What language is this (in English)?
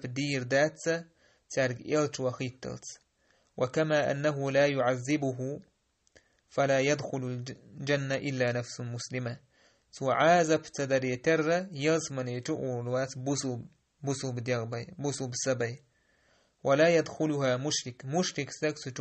Chechen